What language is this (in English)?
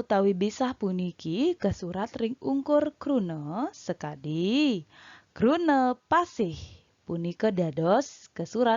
Balinese